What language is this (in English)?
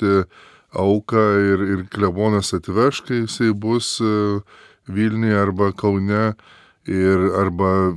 Lithuanian